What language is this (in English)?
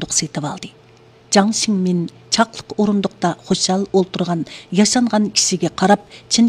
Uyghur